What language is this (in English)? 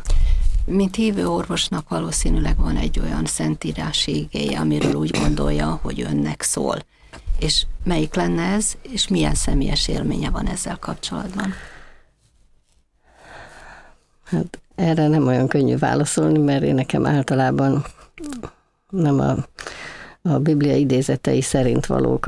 Hungarian